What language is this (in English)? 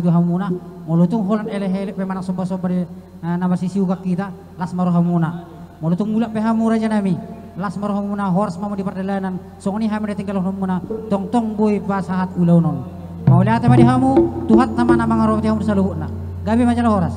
Batak Toba